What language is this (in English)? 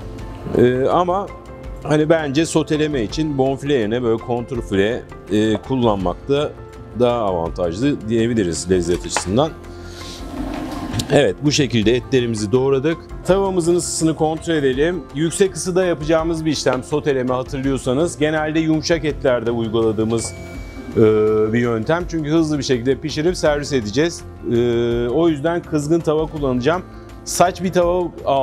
Turkish